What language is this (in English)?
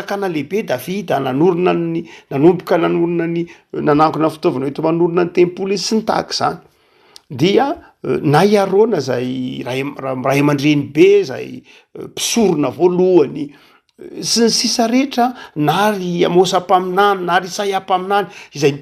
Malagasy